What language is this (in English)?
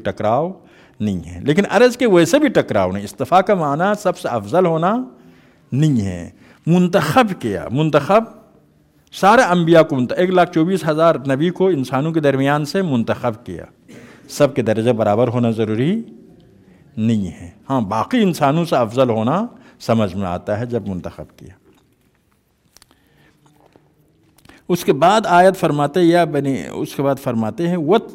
Urdu